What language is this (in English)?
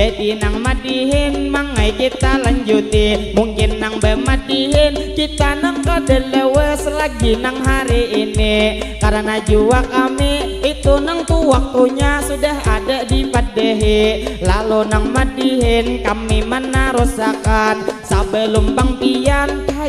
Banjar